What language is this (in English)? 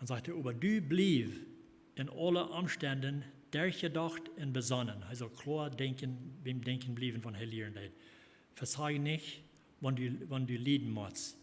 Plautdietsch